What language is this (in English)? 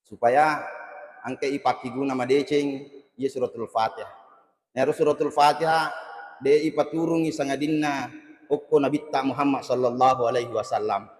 Buginese